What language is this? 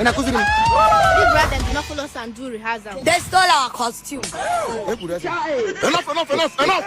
Nigerian Pidgin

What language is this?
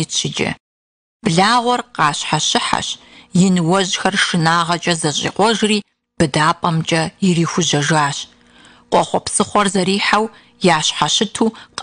Kabardian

